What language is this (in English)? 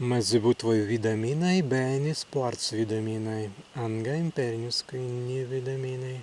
Prussian